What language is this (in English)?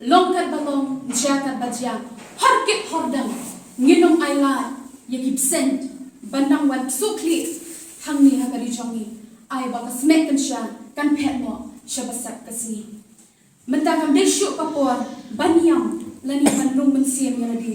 Khasi